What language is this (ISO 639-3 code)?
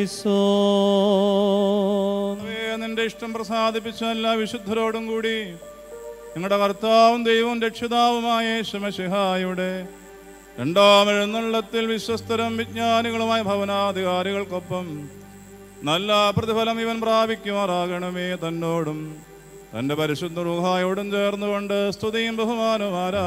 mal